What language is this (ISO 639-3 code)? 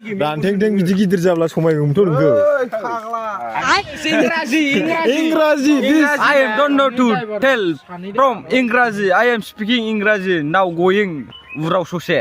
brx